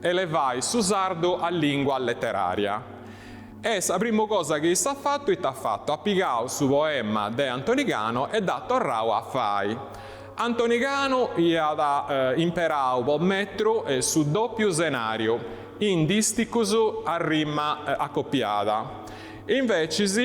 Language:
Sardinian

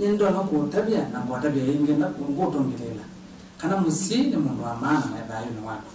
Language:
Kamba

